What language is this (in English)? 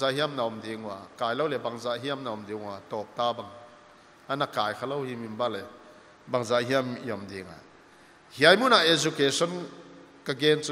Paite Chin